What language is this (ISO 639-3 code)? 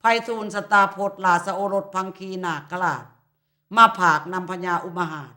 lao